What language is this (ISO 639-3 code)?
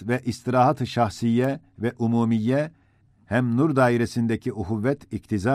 ota